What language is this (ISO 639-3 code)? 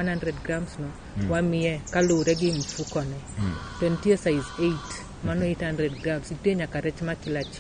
luo